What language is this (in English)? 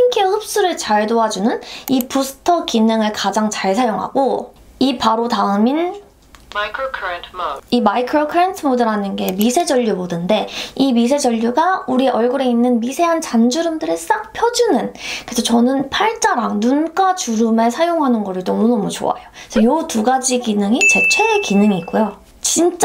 Korean